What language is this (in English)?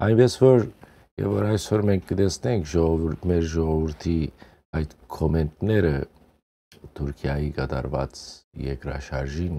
Western Armenian